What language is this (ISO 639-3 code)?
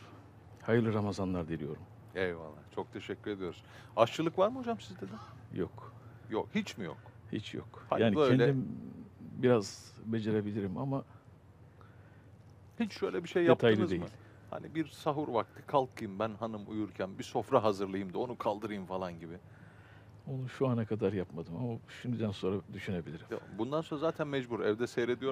tur